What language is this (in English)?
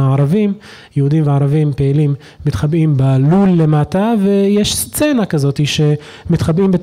Hebrew